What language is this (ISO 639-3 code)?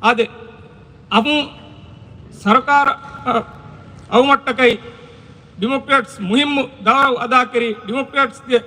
div